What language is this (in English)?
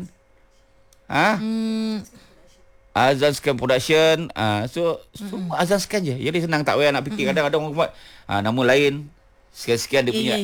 Malay